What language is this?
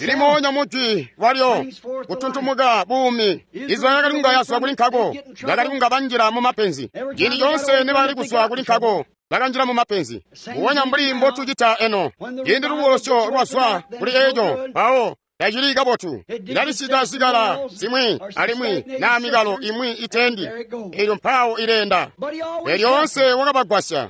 Tonga (Zambia)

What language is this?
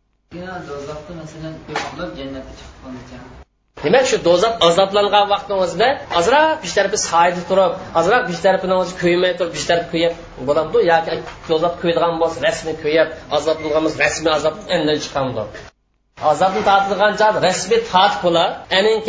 Uyghur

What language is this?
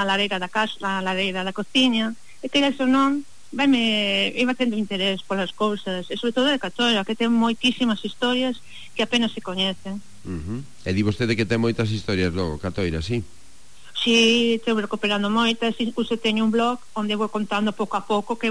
Galician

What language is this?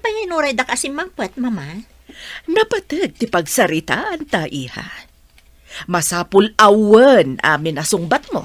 Iloko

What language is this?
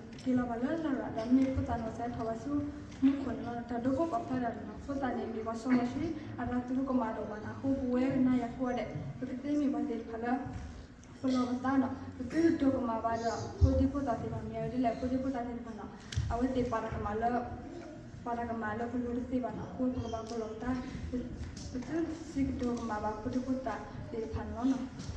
S'gaw Karen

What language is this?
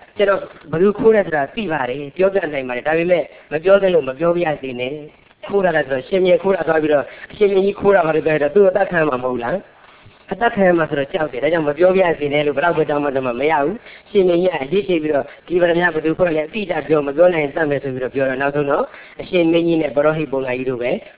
Burmese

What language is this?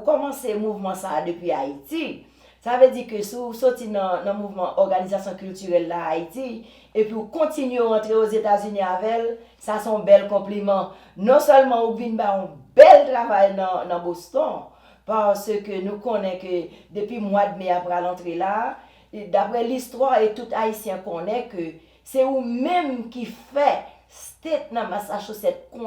Haitian Creole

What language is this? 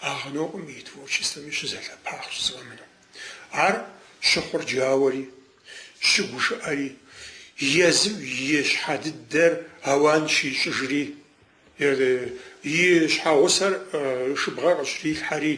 Kabardian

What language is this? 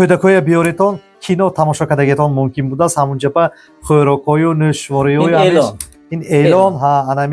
Tajik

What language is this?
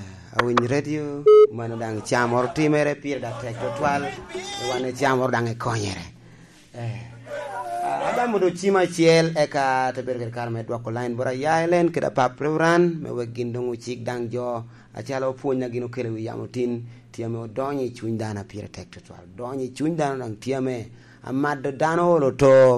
Lango (Uganda)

